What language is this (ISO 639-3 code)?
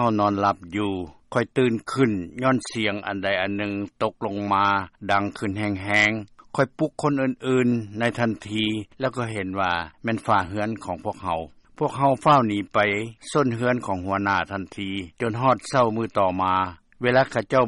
lao